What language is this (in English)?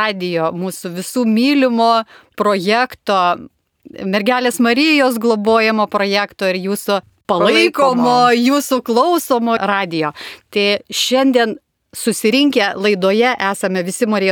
Lithuanian